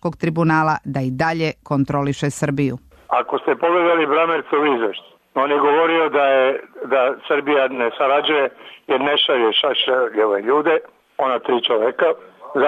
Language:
Serbian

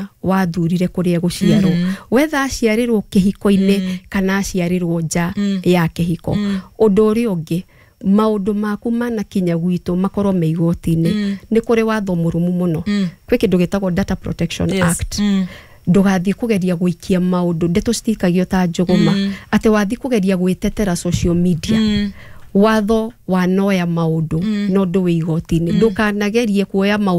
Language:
Kikuyu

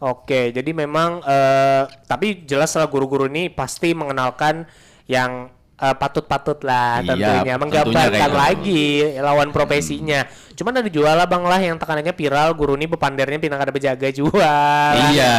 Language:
Banjar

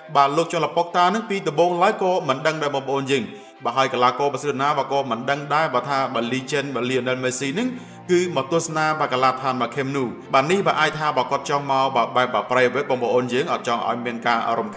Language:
Khmer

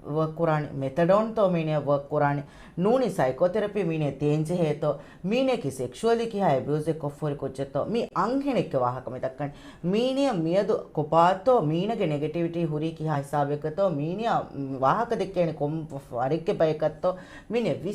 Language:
Divehi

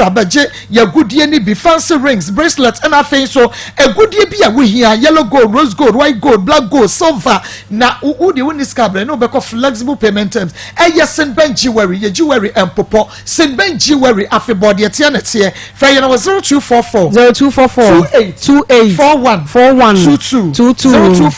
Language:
Akan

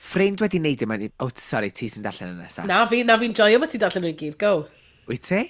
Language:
Welsh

